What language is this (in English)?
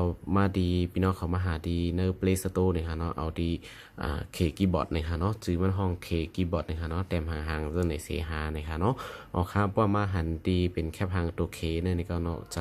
Shan